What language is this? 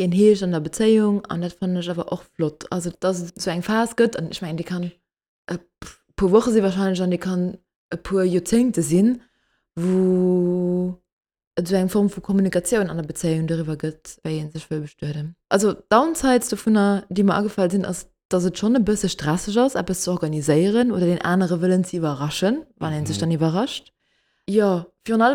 Luxembourgish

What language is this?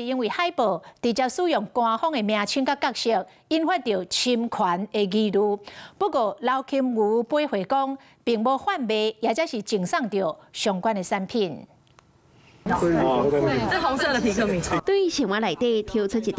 Min Nan Chinese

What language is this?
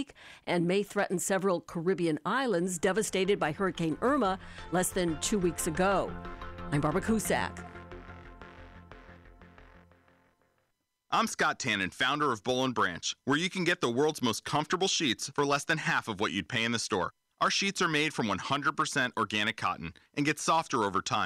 English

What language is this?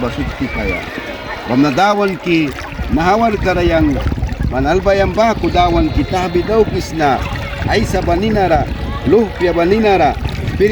Mískito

